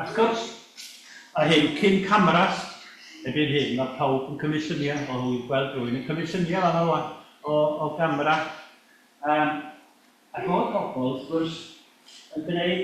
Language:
Welsh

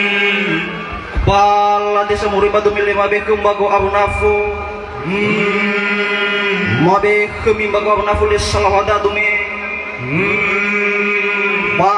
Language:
Nias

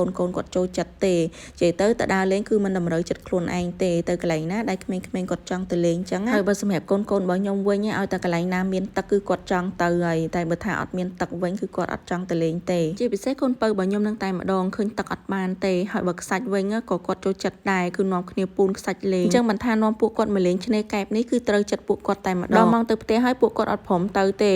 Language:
Khmer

